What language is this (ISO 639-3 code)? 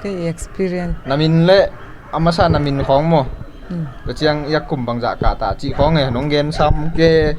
ctd